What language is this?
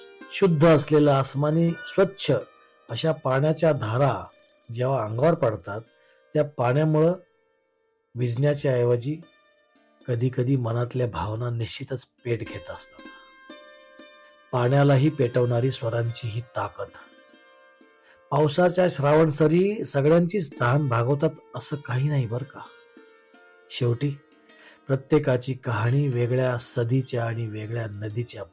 Marathi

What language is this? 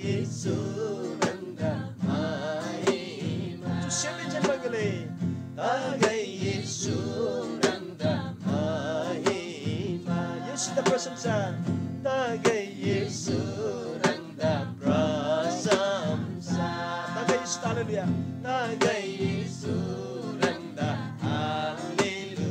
Eastern Tamang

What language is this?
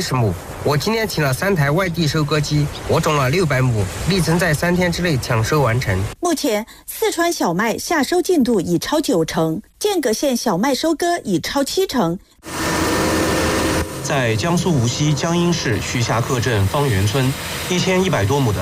Chinese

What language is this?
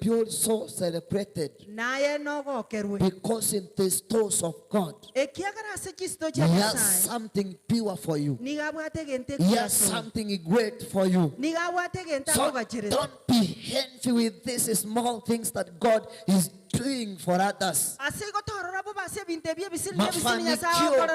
Gusii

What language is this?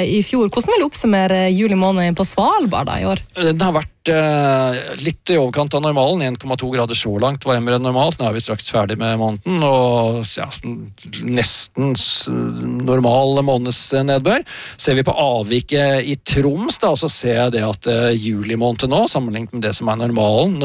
Norwegian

